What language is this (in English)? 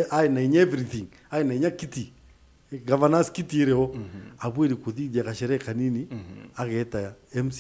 Meru